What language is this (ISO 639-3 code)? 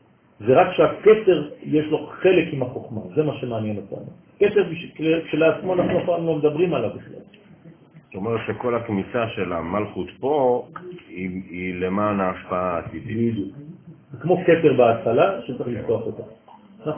heb